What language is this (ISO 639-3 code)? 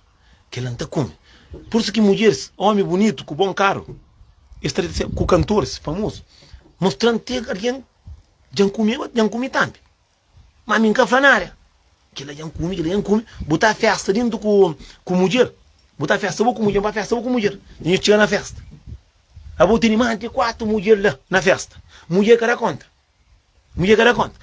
kea